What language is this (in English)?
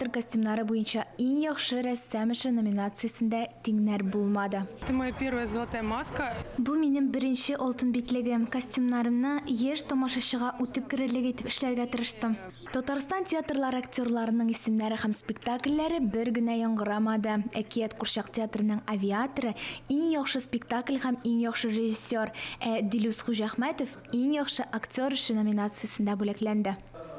Tatar